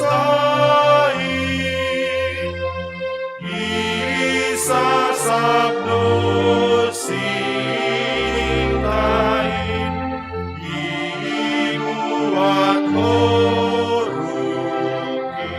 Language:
Batak Simalungun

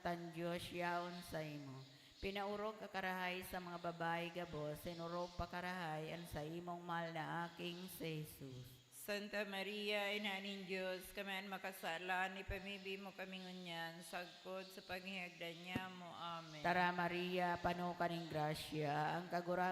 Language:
Bikol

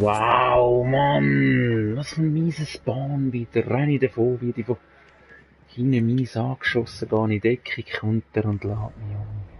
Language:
Swiss German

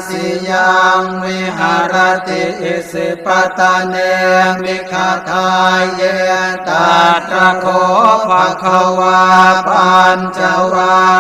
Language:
Pali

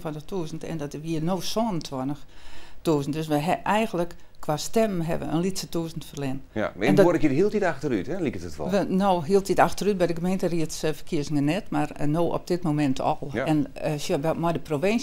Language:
Western Frisian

